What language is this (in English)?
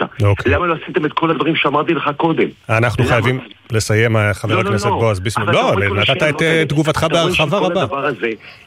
Hebrew